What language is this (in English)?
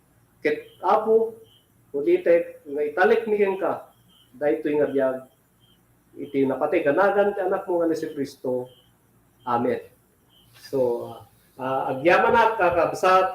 Iloko